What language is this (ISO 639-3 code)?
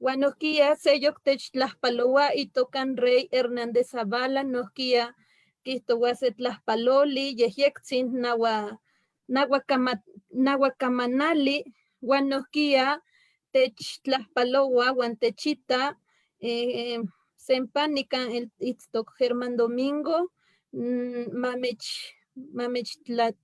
nhe